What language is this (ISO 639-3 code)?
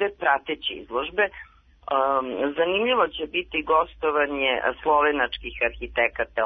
srp